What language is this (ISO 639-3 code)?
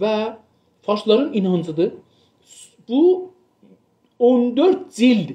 azb